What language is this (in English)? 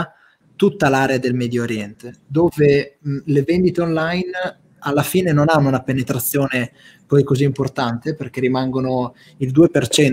Italian